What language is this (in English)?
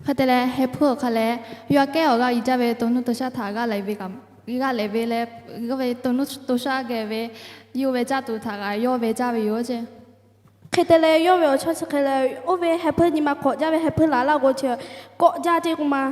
Lahu